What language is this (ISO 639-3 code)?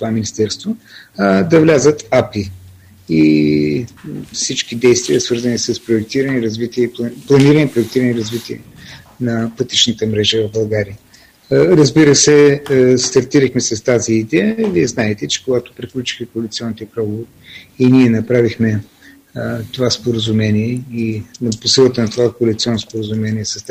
bul